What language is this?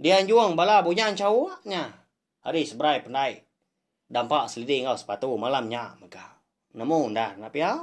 Iban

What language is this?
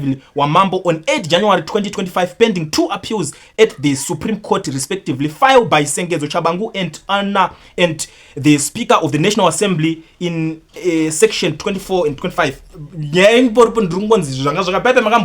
Shona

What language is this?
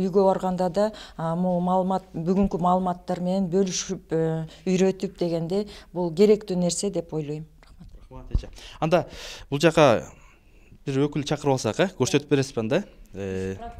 Kyrgyz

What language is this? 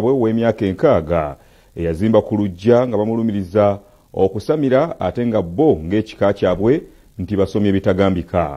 Ganda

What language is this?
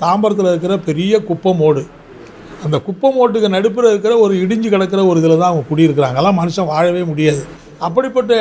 Tamil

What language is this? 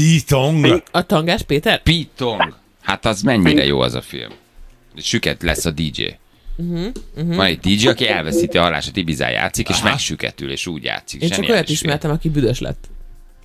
Hungarian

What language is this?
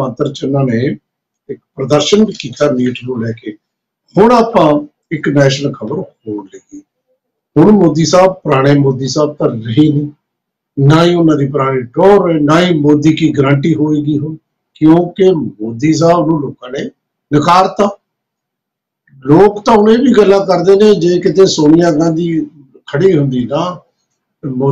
Punjabi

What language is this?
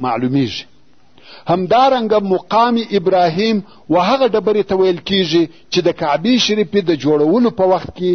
Pashto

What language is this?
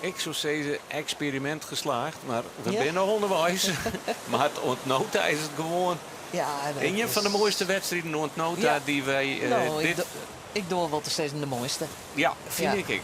Western Frisian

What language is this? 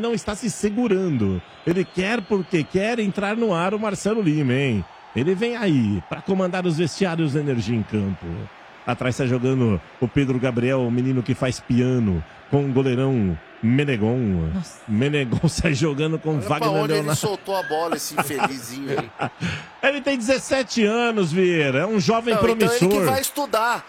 Portuguese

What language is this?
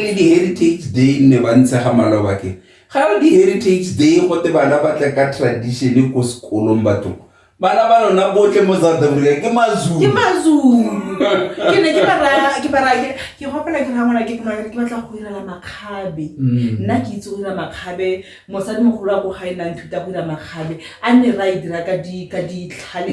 Tswana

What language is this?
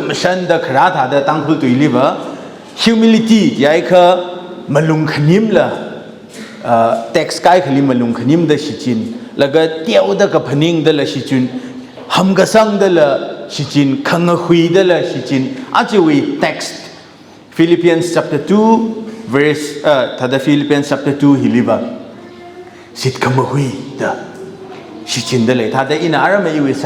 Tangkhul Naga (India)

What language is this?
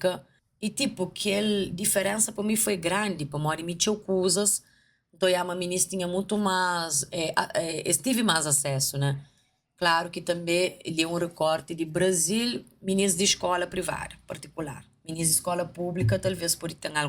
Kabuverdianu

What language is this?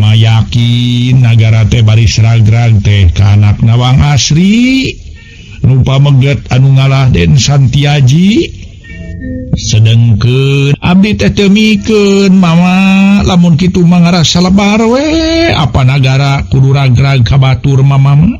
Sundanese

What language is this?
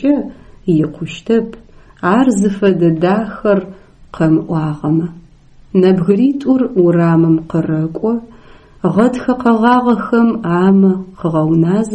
Adyghe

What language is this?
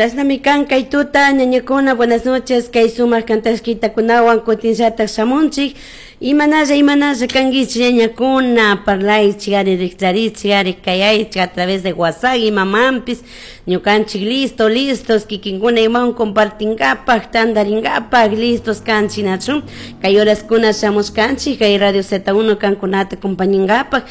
Chimborazo Highland Quichua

